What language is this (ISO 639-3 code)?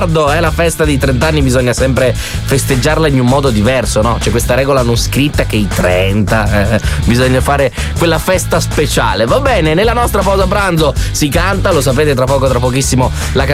ita